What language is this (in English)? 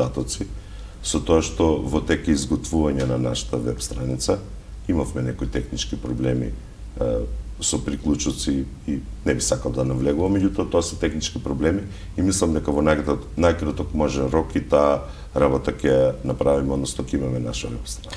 Macedonian